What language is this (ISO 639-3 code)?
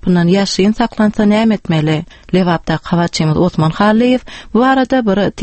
tuk